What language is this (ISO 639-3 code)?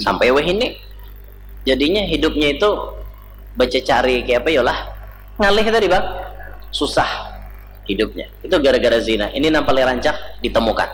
bjn